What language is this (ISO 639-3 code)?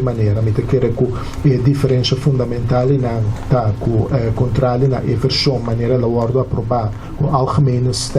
pap